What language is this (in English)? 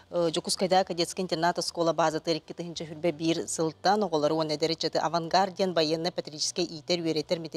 Yakut